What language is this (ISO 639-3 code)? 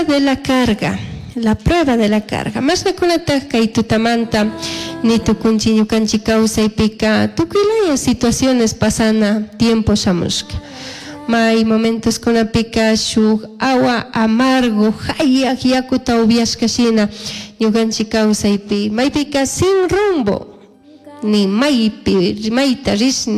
qug